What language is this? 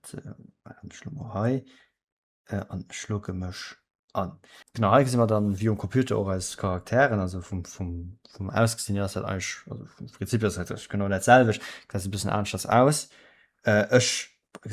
Luxembourgish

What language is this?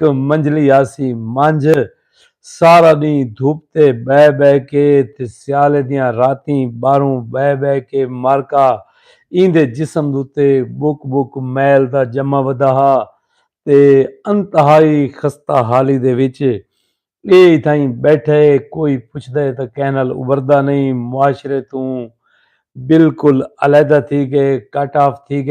Saraiki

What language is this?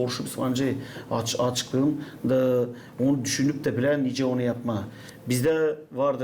Gagauz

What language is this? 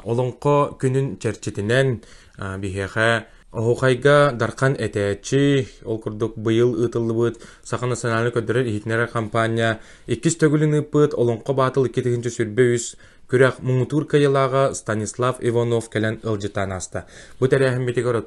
Yakut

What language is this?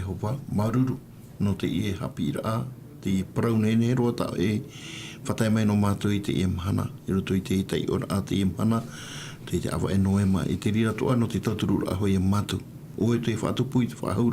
Tahitian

